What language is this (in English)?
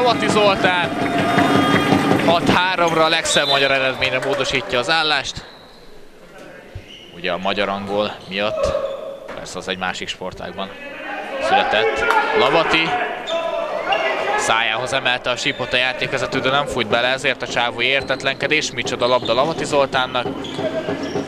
Hungarian